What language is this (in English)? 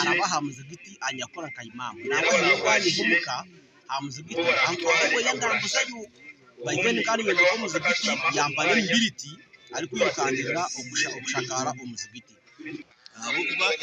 Nyankole